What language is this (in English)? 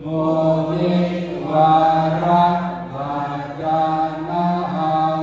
Pali